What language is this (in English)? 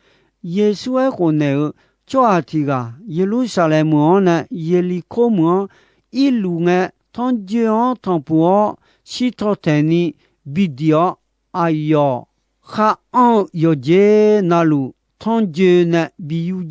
Akha